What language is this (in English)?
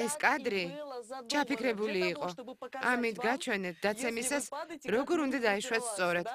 Georgian